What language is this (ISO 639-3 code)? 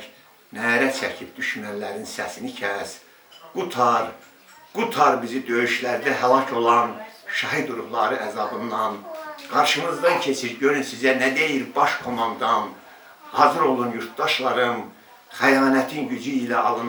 aze